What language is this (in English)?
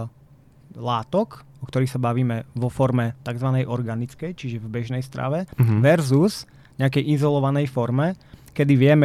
Slovak